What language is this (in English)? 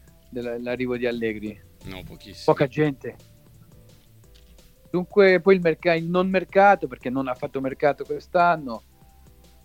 Italian